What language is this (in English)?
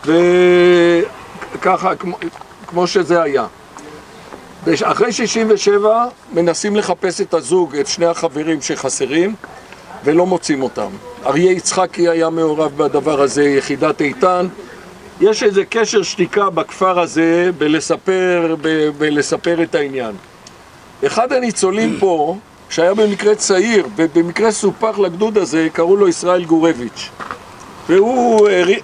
Hebrew